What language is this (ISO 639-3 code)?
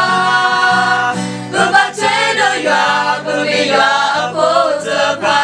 ksw